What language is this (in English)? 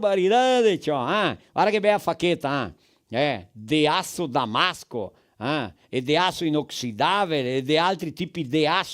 Venetian